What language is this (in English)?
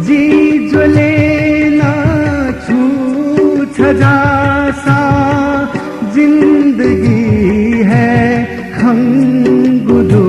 Newari